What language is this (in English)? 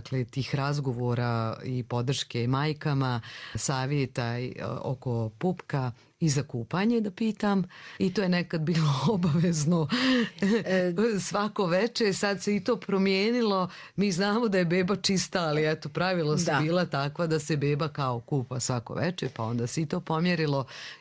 Croatian